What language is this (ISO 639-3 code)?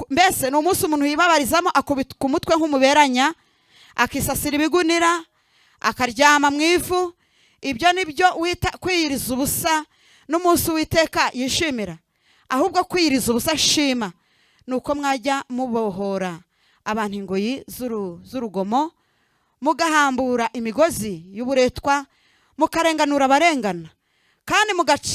kin